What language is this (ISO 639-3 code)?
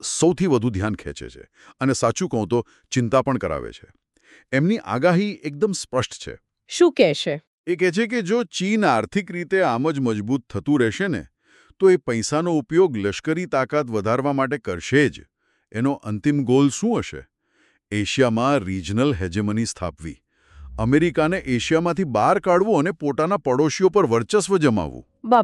guj